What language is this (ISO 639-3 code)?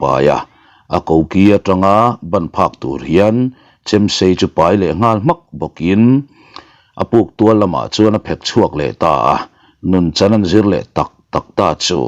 lus